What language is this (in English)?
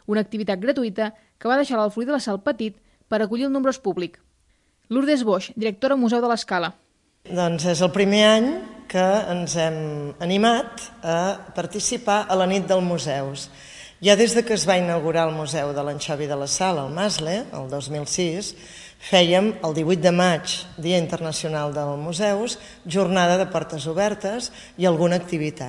Catalan